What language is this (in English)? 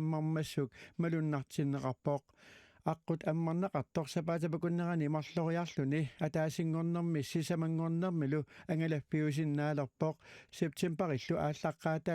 Kalaallisut